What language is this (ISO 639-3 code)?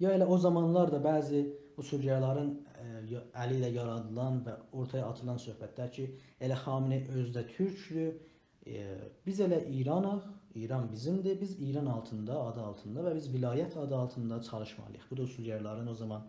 azb